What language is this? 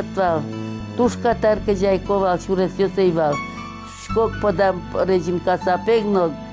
Udmurt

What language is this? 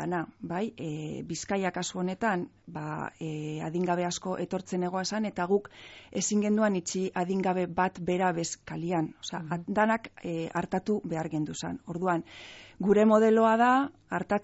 Basque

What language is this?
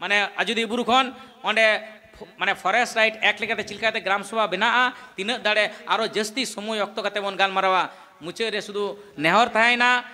Santali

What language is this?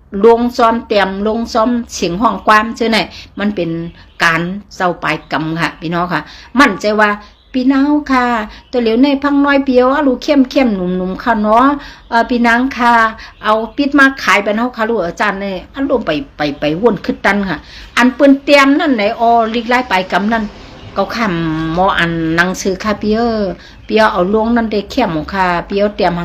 Shan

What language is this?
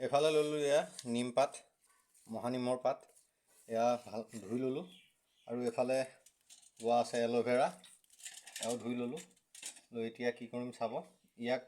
Assamese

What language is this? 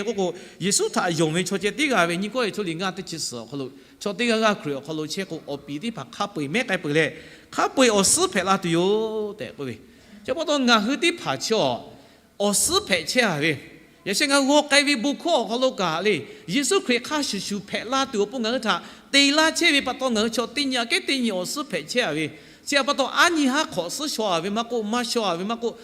Lahu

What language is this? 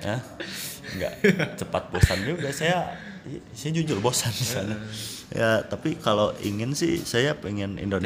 Indonesian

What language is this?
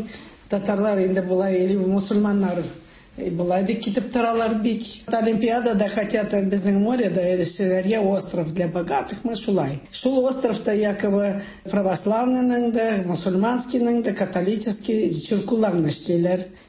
Tatar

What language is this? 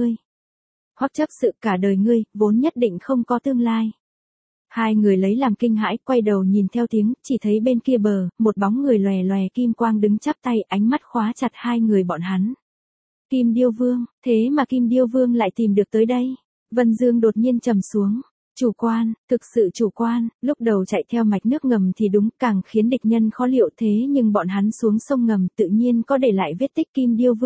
Vietnamese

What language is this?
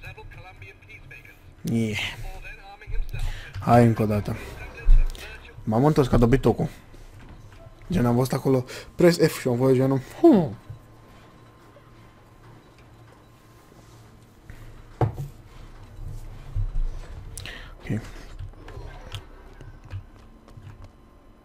Romanian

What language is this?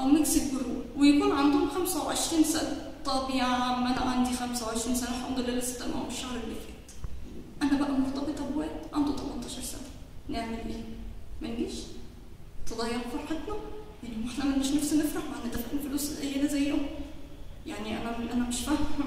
Egyptian Arabic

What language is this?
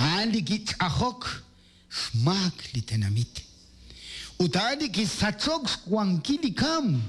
Kekchí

